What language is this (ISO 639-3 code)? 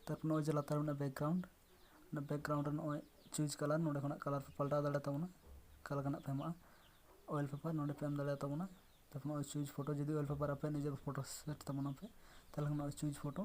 sat